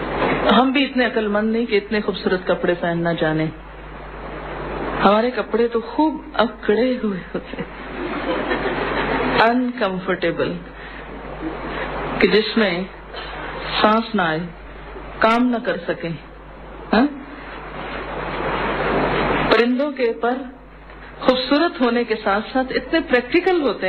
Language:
Urdu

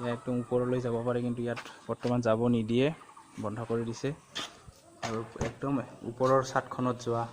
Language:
Assamese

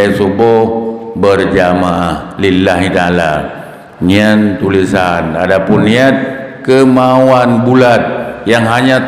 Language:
Achinese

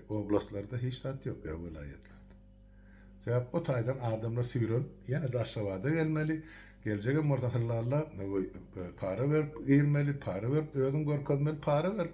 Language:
Turkmen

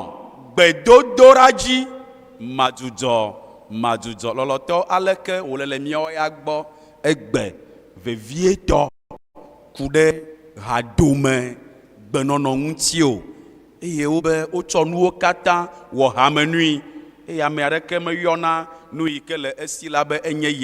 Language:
Ewe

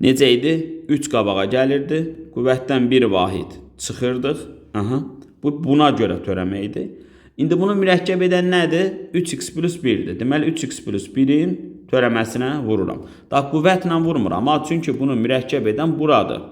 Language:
Azerbaijani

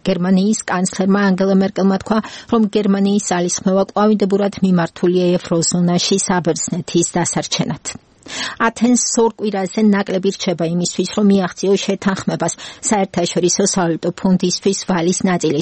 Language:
Georgian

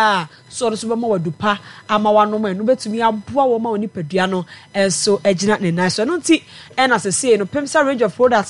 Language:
Akan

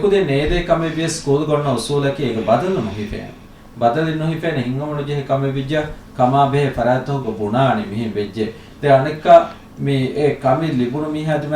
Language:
Divehi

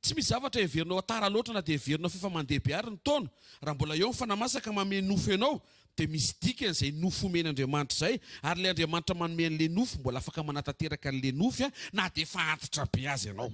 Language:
Malagasy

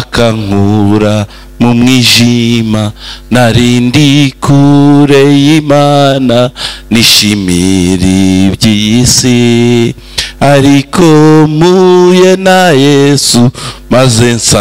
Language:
Kinyarwanda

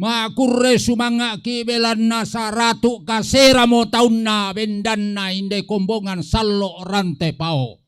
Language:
Toraja-Sa'dan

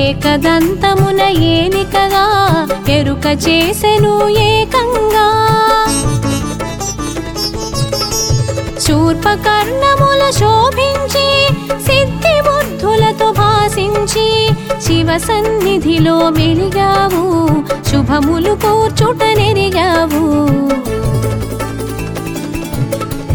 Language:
Telugu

